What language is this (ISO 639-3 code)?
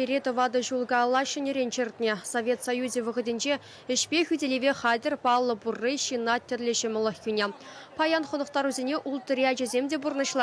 chv